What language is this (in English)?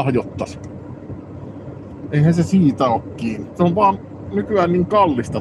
Finnish